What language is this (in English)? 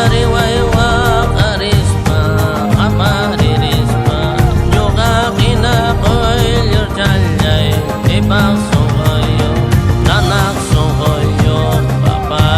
Xavánte